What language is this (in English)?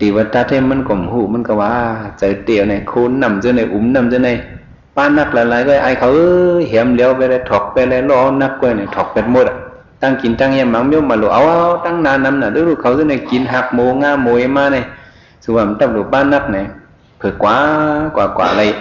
Shan